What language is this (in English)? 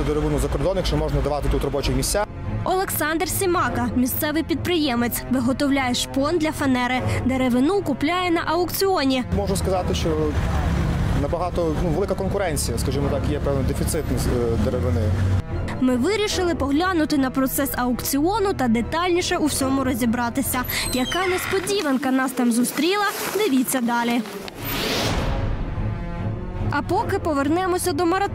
Ukrainian